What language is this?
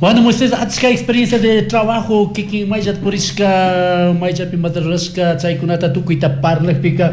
Chimborazo Highland Quichua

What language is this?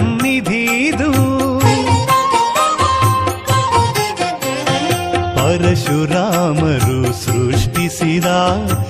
Kannada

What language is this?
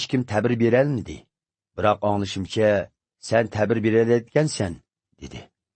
Uyghur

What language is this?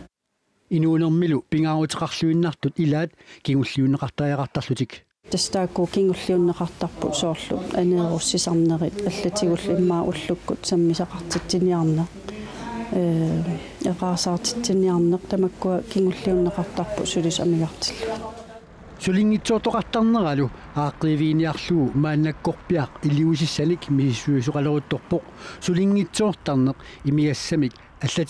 Kalaallisut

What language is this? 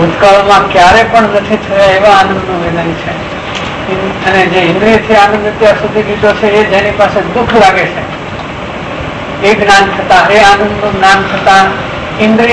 Gujarati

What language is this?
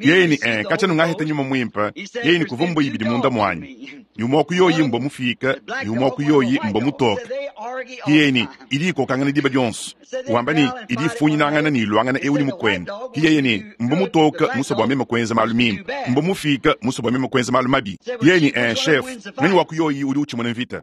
Luba-Lulua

